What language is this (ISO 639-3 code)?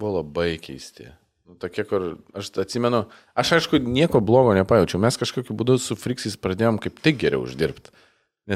lit